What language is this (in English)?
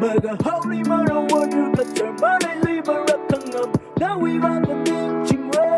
Tangkhul Naga (India)